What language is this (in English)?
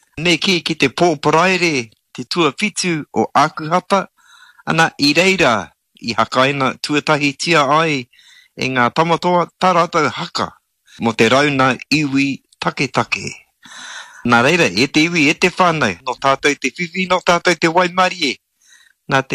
Māori